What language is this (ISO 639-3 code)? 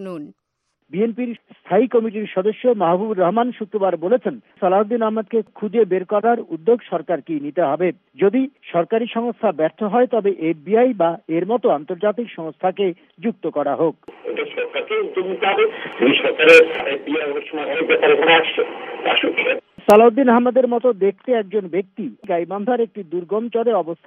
ben